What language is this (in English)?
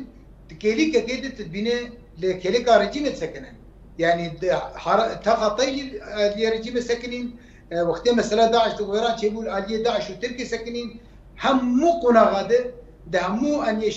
Kurdish